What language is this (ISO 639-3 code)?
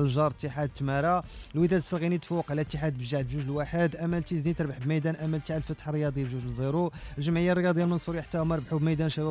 ary